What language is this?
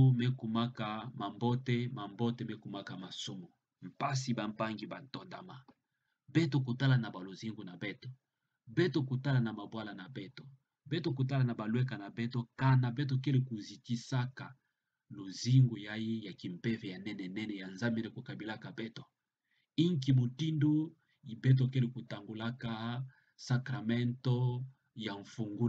Kituba (Democratic Republic of Congo)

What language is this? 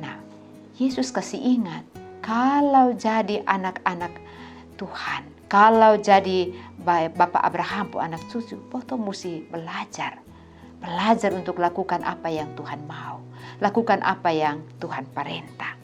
Kupang Malay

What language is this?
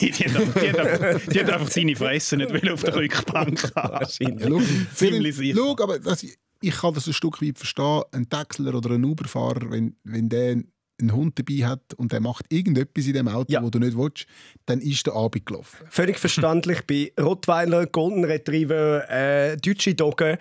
Swiss German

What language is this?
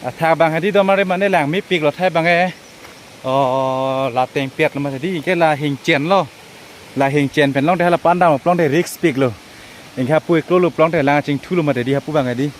Karbi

